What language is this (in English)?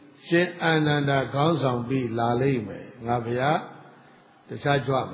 Burmese